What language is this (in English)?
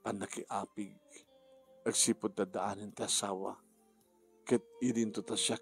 Iloko